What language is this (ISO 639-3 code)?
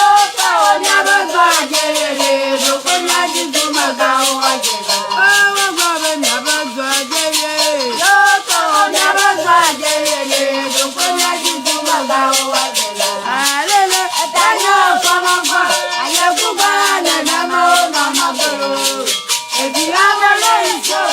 ewe